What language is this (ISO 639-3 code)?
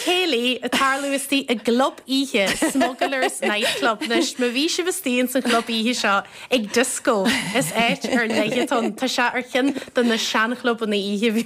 gle